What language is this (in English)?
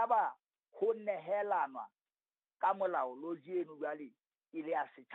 Southern Sotho